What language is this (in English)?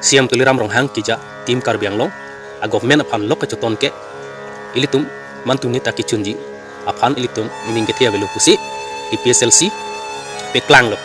Karbi